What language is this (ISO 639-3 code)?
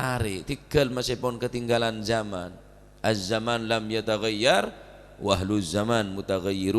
mad